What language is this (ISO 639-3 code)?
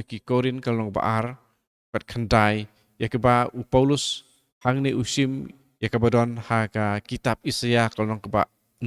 kha